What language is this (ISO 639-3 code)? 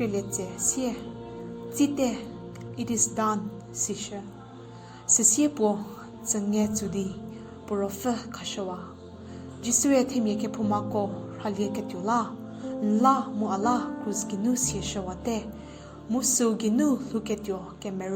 njm